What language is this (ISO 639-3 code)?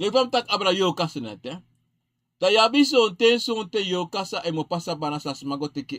srn